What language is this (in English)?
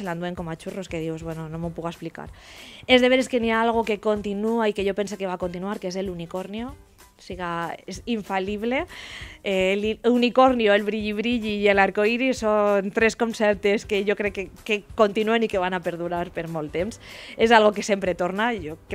Catalan